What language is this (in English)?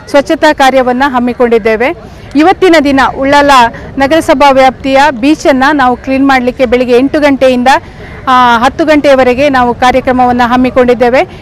Kannada